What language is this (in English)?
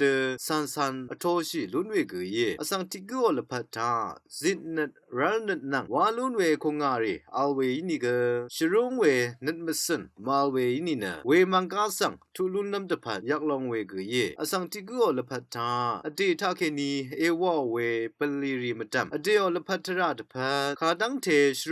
Rawang